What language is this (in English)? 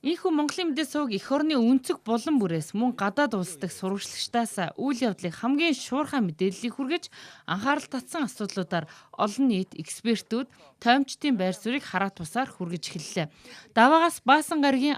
Mongolian